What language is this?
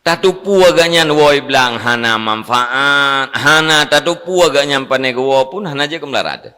Achinese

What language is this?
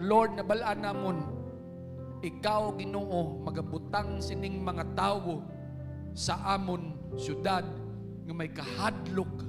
Hiligaynon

